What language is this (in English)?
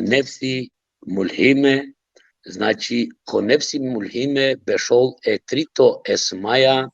Balkan Romani